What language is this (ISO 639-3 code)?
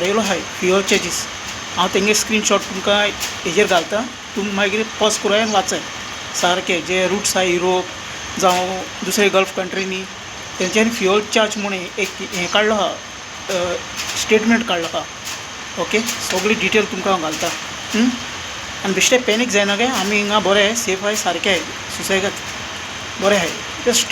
kok